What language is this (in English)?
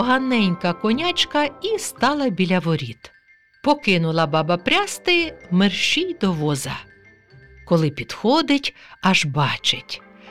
Ukrainian